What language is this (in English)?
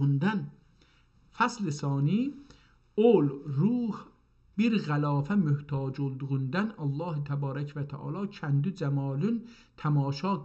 South Azerbaijani